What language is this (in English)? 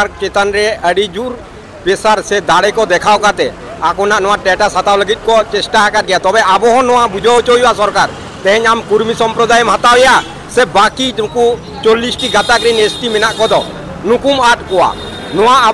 Santali